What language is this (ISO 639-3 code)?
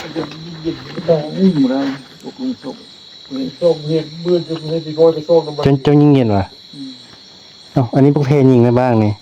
tts